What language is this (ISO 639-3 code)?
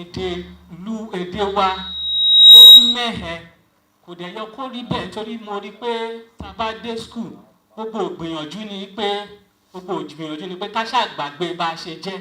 yor